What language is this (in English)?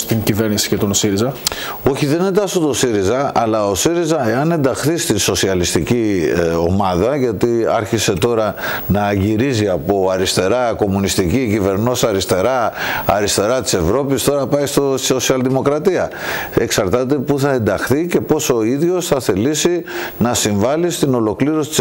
Greek